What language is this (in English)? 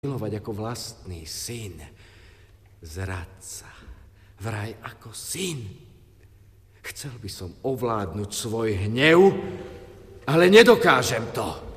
Slovak